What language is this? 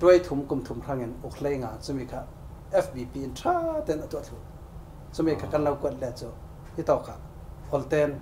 Falam Chin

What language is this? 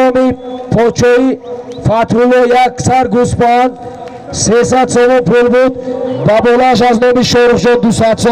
Tajik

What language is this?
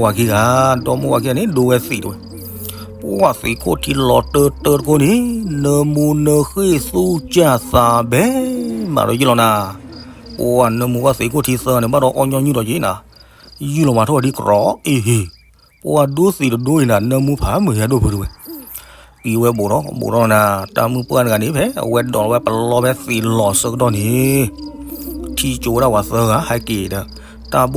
S'gaw Karen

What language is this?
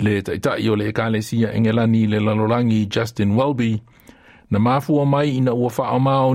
Samoan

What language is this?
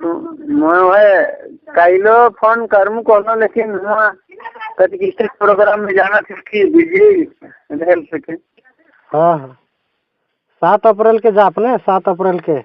Sadri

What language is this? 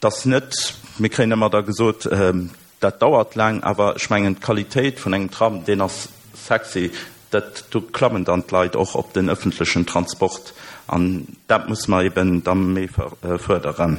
Luxembourgish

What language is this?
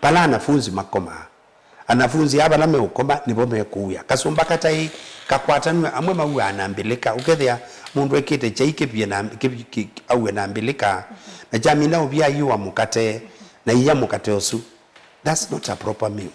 Kamba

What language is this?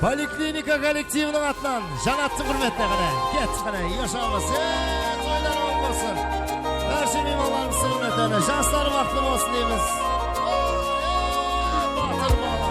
Kara-Kalpak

